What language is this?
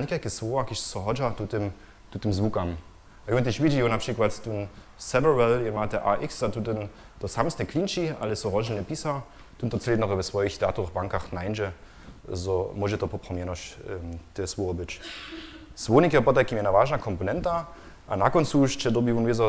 Upper Sorbian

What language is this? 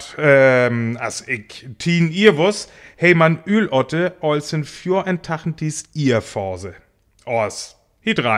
Northern Frisian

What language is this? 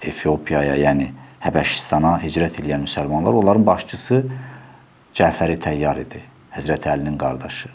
Azerbaijani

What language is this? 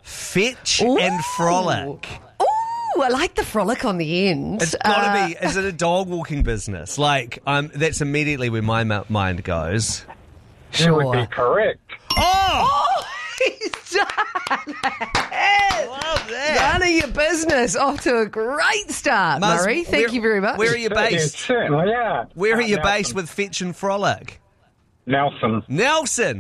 English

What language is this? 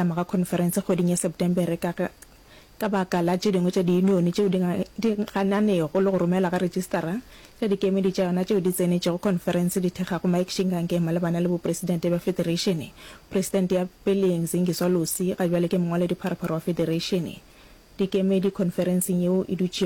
Northern Sotho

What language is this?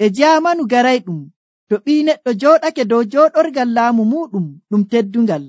Nigerian Fulfulde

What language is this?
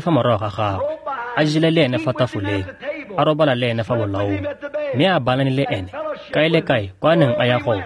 Tswana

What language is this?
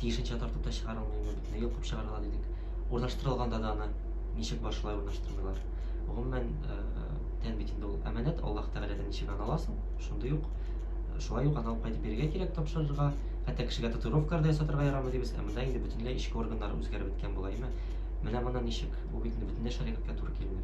Tatar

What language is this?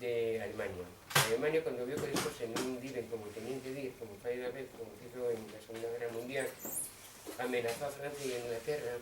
Asturian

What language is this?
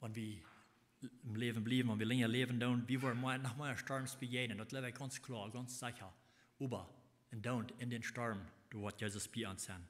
Plautdietsch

